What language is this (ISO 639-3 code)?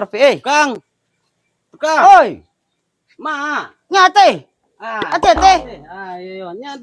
min